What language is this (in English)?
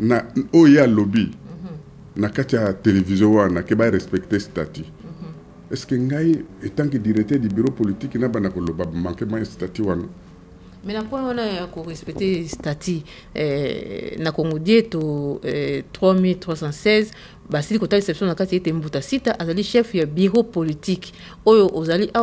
Lingala